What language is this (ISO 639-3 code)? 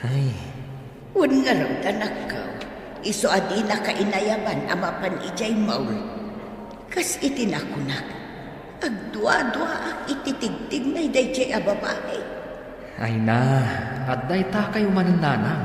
ilo